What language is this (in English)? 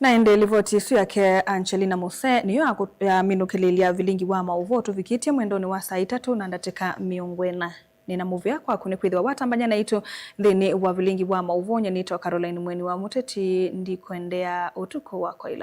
Kamba